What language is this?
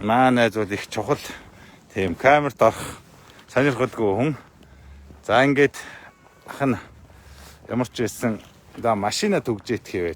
Mongolian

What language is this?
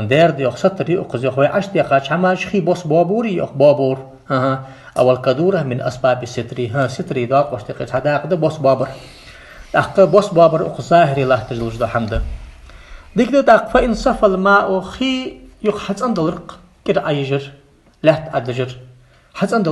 Ingush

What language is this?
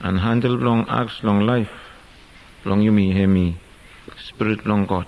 Bislama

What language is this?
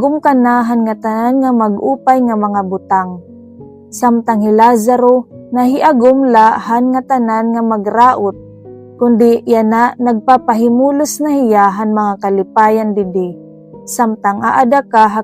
Waray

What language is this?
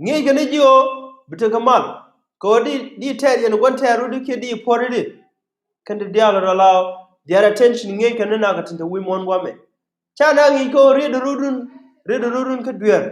Nuer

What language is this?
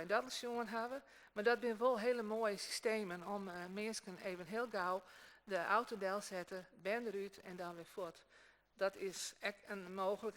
Western Frisian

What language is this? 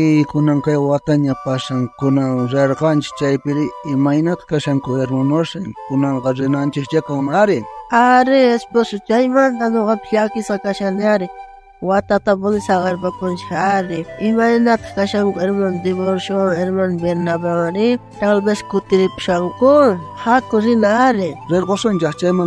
South Bolivian Quechua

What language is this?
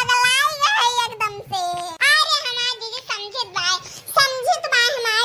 Awadhi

